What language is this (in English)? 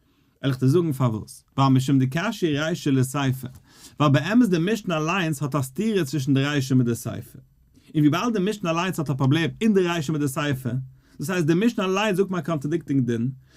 Yiddish